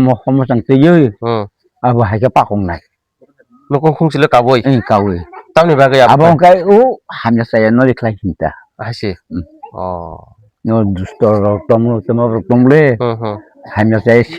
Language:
Kok Borok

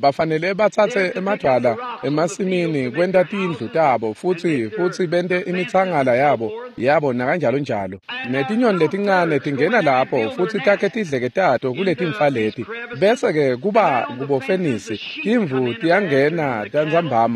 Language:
Swati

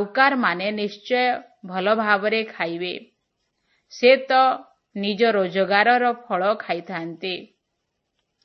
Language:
Odia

